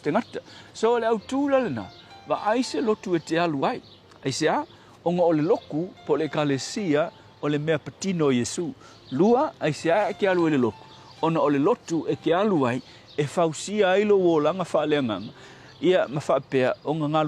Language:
Samoan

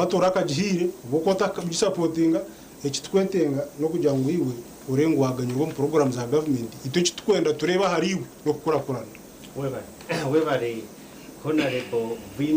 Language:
Nyankole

